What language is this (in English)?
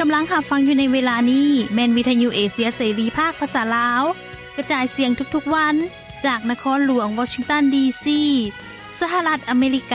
Lao